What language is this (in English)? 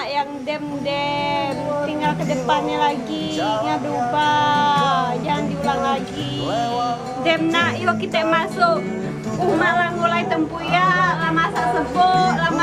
Musi